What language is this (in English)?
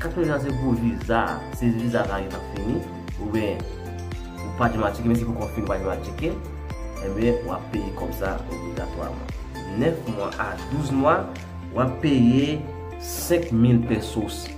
Haitian Creole